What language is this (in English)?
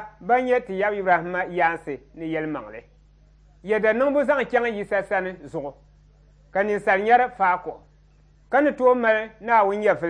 Dagbani